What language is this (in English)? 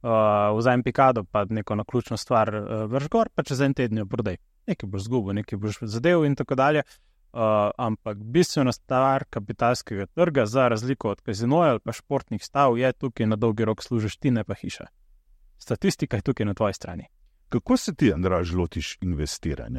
Slovenian